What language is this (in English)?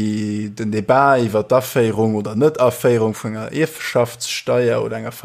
Luxembourgish